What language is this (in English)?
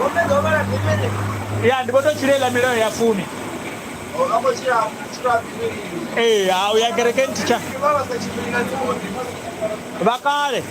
Venda